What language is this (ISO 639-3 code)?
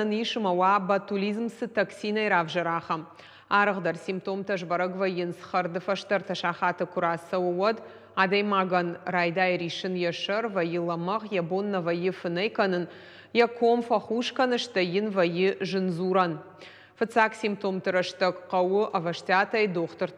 oss